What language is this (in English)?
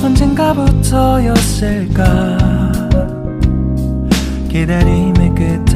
Korean